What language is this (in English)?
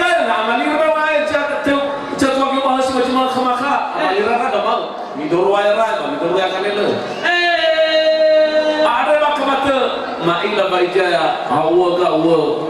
Nias